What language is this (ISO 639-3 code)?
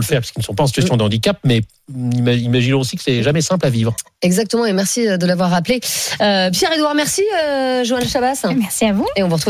fra